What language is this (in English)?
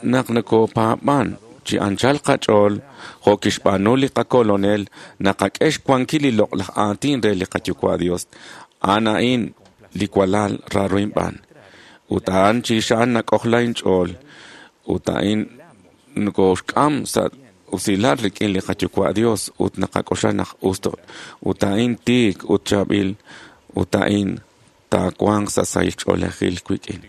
Kekchí